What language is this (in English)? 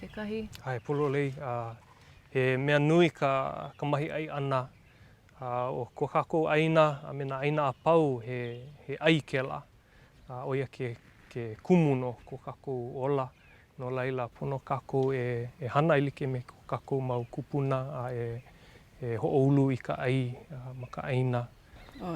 Hawaiian